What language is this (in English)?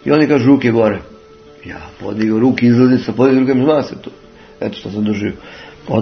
Serbian